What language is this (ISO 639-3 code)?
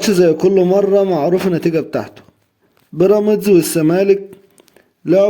arz